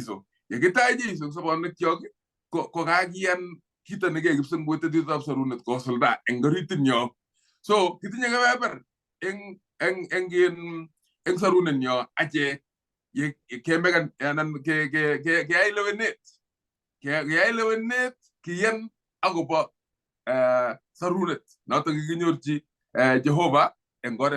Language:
Kalenjin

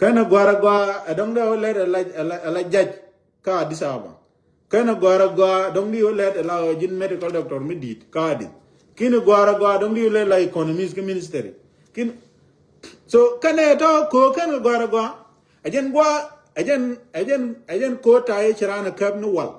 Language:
Nuer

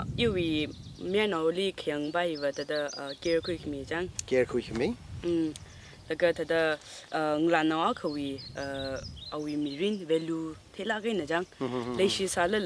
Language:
Tangkhul Naga (India)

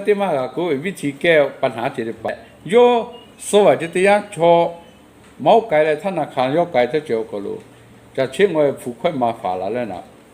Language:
Lahu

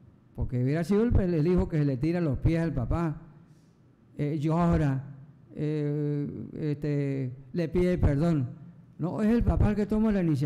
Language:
Spanish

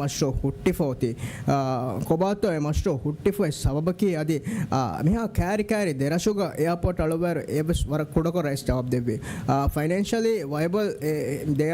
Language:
Divehi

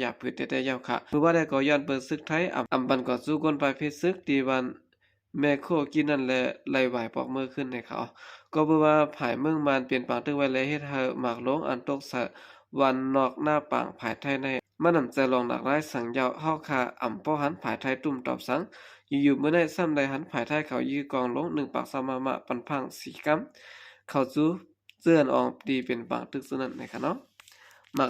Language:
Shan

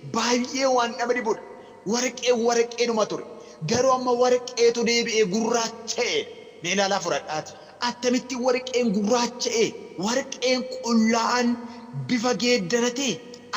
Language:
Oromo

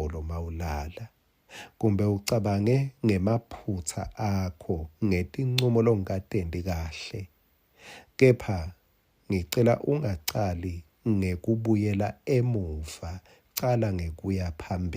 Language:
Swati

